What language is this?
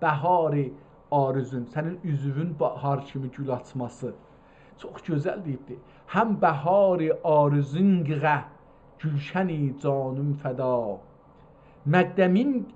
South Azerbaijani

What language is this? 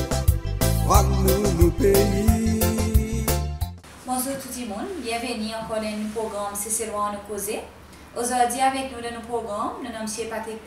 Seselwa Creole French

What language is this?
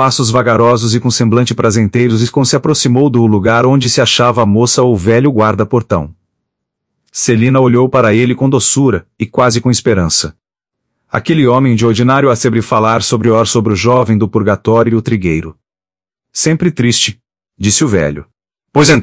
Portuguese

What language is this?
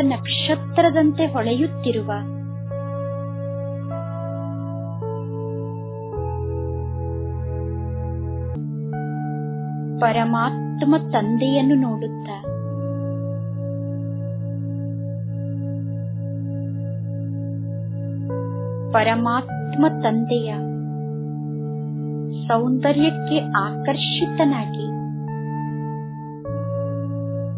Kannada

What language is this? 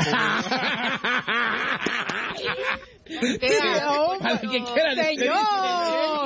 Spanish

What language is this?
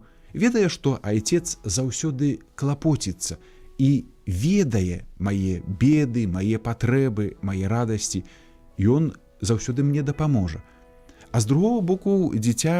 Belarusian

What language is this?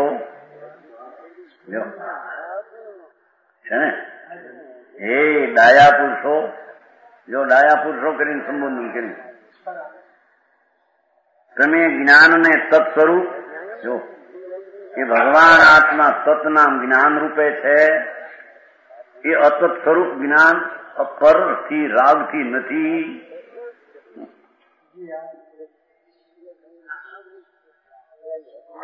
Gujarati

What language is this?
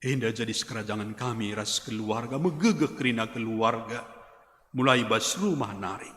Batak Karo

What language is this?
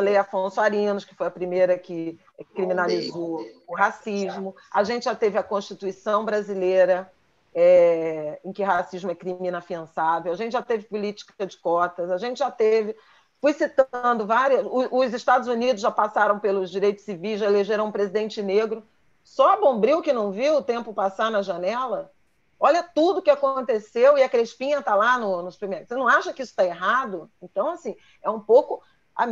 Portuguese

